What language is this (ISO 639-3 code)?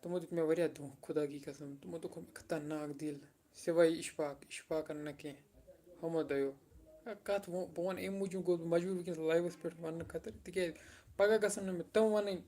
kas